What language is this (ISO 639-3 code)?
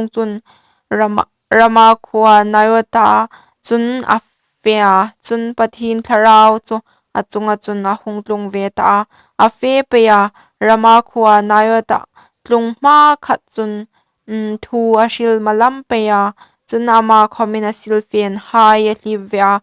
hmr